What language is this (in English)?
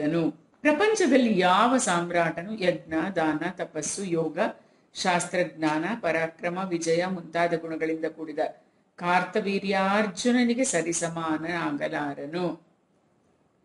Kannada